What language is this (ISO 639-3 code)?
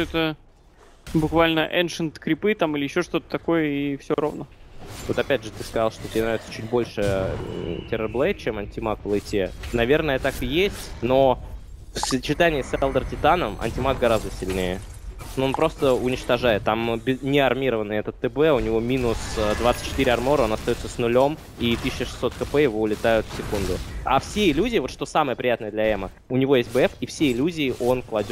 rus